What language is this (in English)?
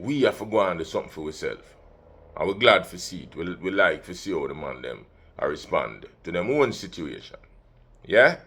Jamaican Creole English